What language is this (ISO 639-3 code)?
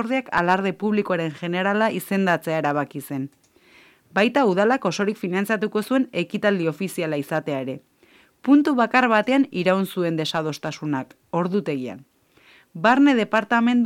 eus